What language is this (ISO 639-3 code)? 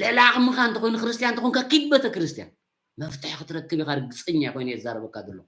tir